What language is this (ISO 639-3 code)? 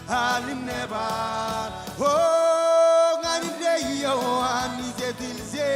mah